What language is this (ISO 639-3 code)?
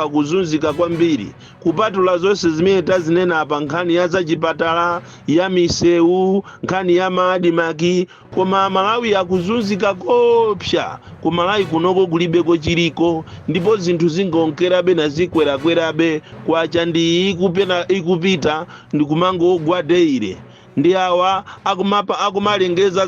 nya